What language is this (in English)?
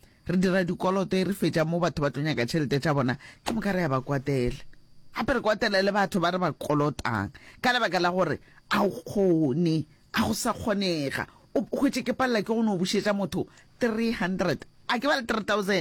Northern Sotho